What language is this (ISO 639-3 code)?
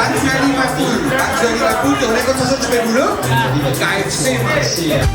mfe